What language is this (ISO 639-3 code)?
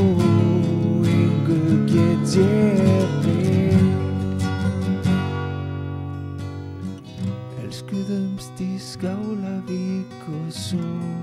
isl